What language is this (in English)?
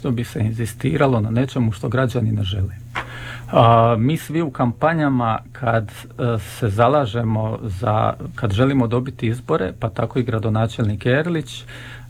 Croatian